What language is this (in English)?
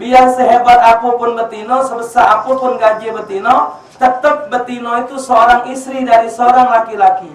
Musi